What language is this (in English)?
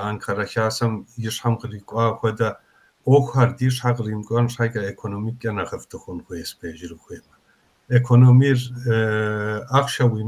Kabardian